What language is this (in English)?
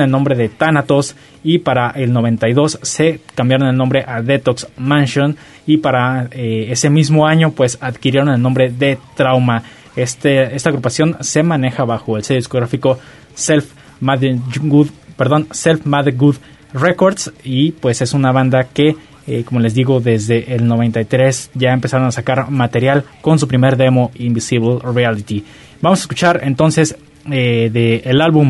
Spanish